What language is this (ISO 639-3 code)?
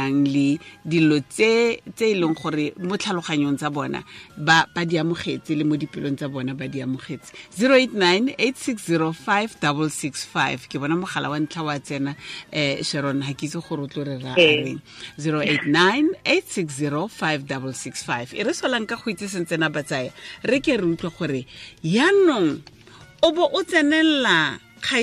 tsn